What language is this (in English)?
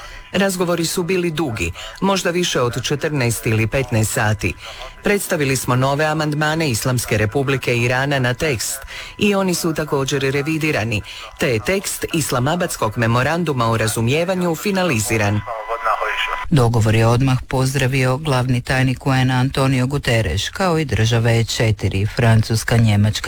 Croatian